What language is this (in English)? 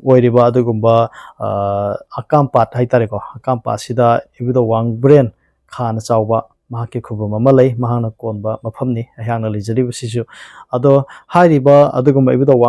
Manipuri